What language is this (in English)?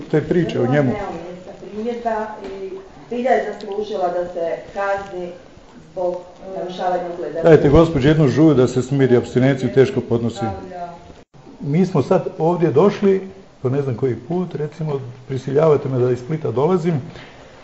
Croatian